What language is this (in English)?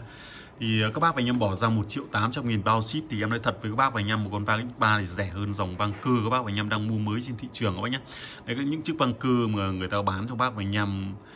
Vietnamese